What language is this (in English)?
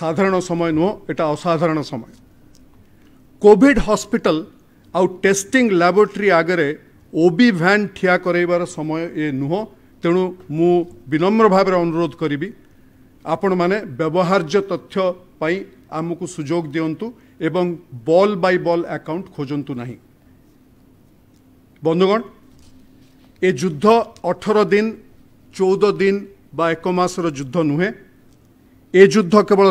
Odia